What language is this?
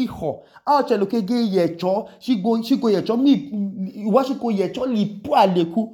Idoma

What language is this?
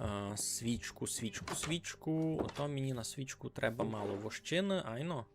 Rusyn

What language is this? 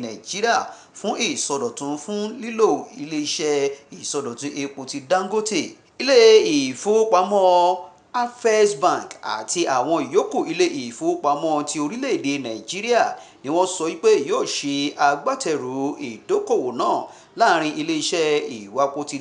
Yoruba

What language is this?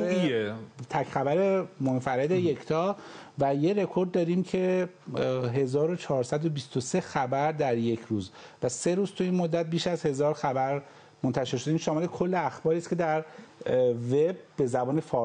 Persian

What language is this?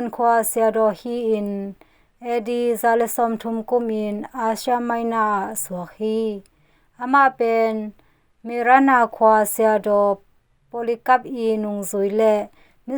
Tedim Chin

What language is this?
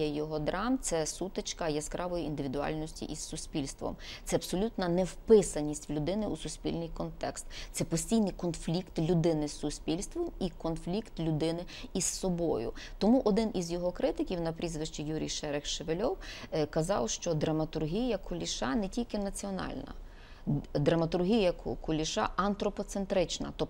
Ukrainian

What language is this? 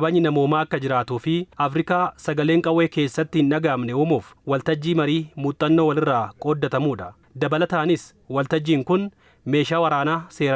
Oromo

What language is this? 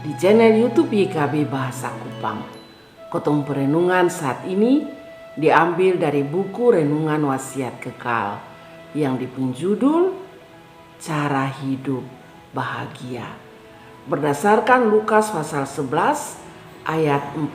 Kupang Malay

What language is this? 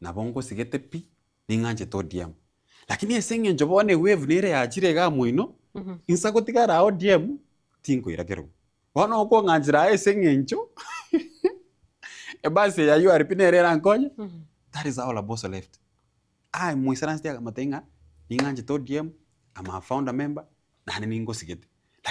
Gusii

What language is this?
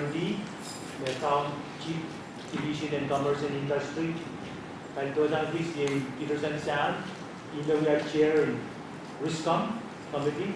Pohnpeian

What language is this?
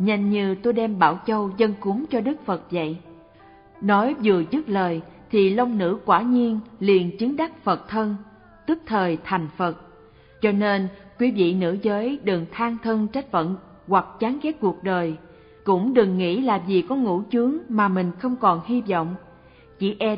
Vietnamese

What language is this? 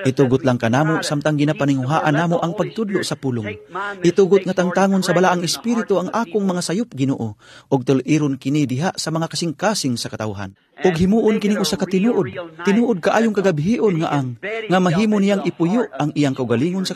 Cebuano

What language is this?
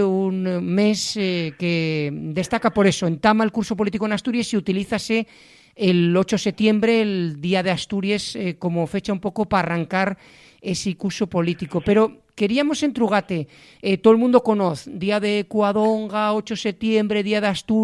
Asturian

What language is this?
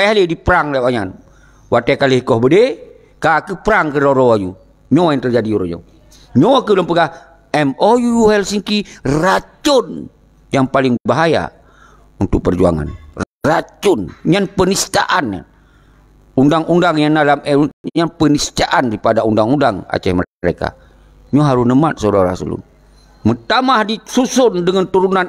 Achinese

